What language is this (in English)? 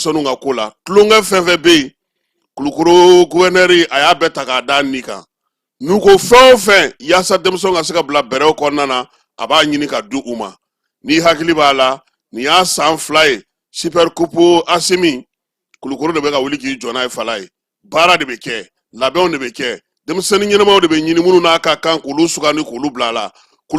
Bambara